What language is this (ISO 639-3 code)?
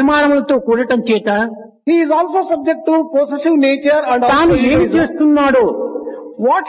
tel